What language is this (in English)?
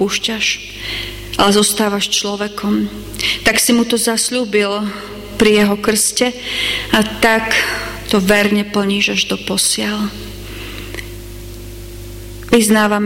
Slovak